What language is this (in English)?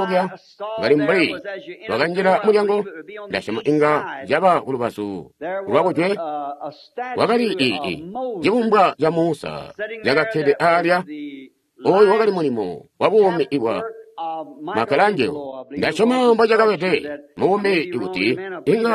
Tonga (Zambia)